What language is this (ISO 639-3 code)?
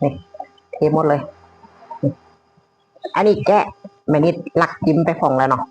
lao